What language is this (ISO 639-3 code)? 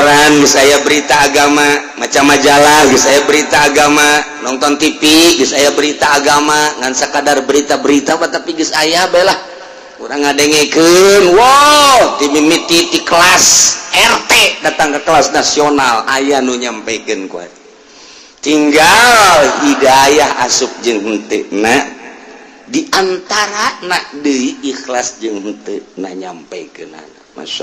sun